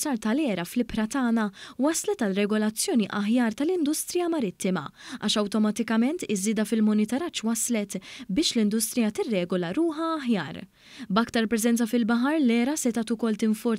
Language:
Maltese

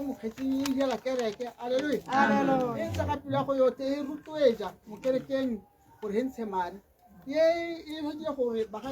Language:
Tswana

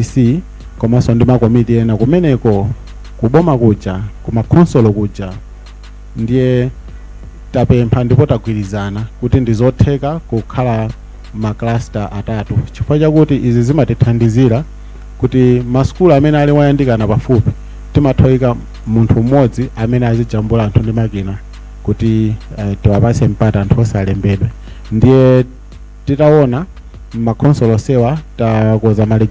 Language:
Nyanja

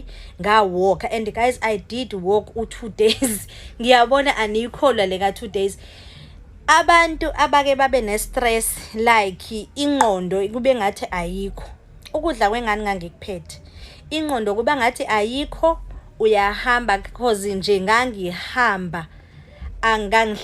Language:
Zulu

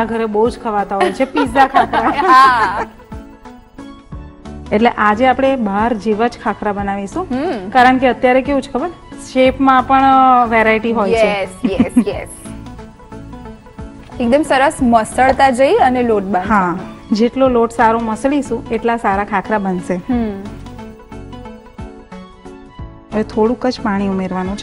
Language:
Gujarati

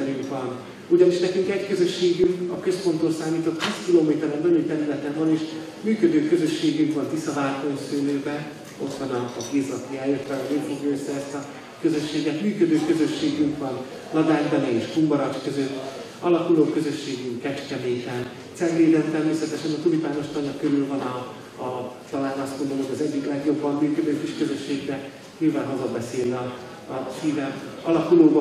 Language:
Hungarian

